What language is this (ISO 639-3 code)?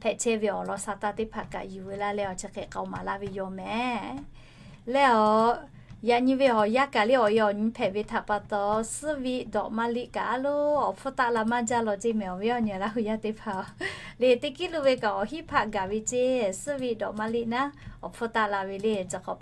lhu